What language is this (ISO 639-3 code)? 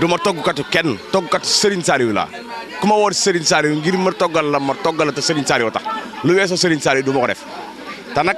wol